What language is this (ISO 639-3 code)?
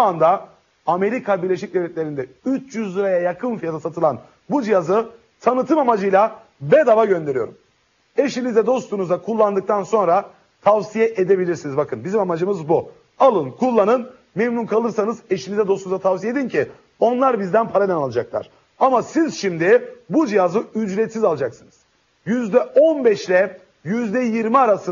tur